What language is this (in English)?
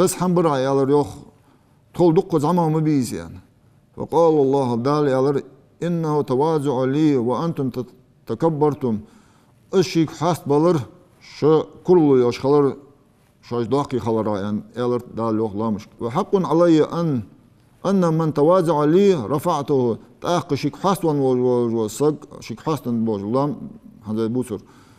Ingush